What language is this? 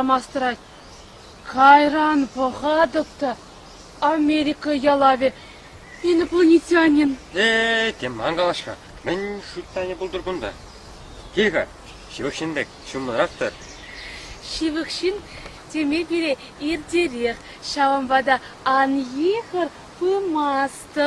Chuvash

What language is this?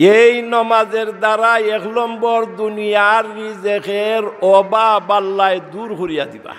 Sylheti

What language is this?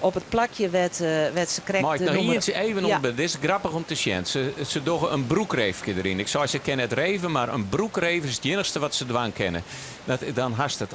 Western Frisian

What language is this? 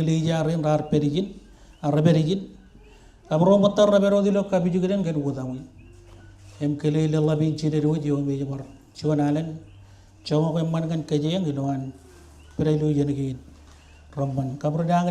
Marshallese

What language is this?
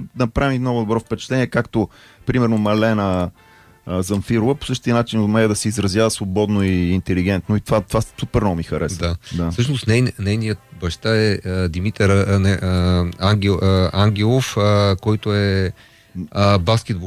Bulgarian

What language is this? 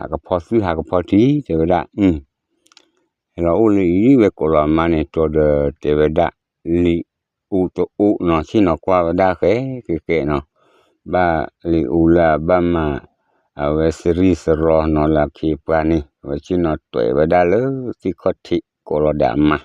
S'gaw Karen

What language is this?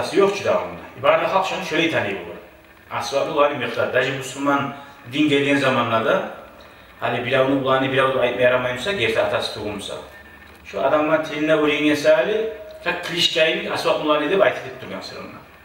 Kumyk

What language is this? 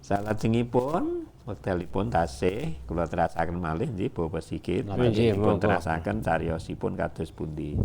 Javanese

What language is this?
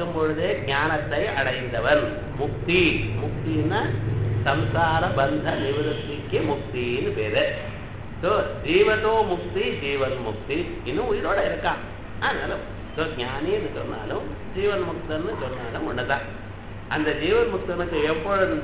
Tamil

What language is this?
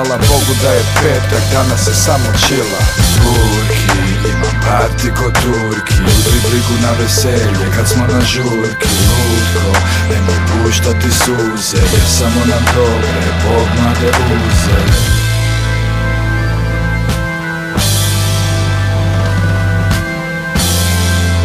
Croatian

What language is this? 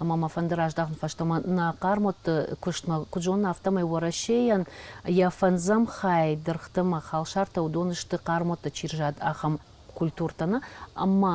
Ossetic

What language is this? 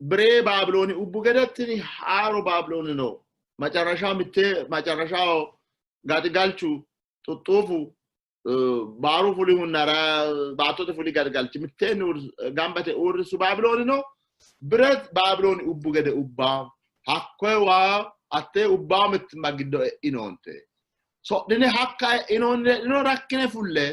Sidamo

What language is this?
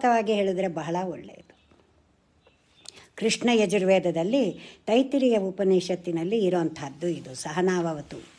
Kannada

